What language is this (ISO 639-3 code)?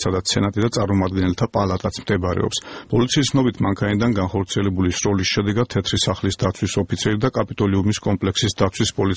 kat